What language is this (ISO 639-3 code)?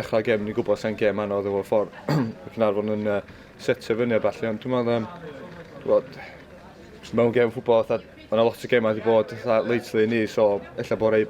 cym